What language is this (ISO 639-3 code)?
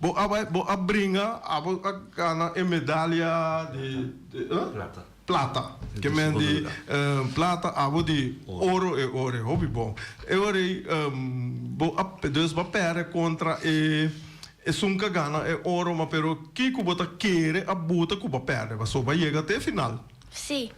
pap